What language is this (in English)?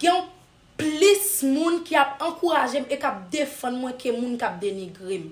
Haitian Creole